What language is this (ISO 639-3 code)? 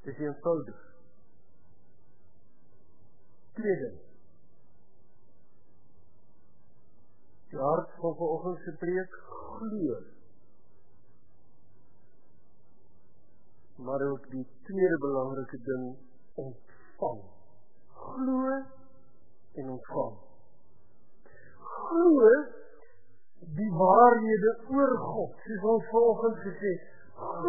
afr